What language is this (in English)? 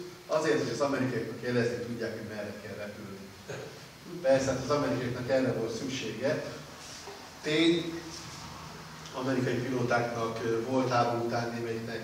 Hungarian